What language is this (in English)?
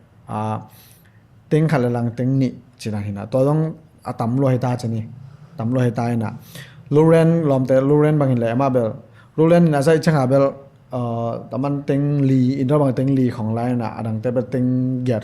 Tedim Chin